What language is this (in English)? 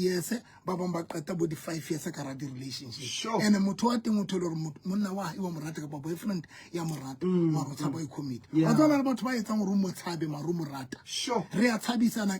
Southern Sotho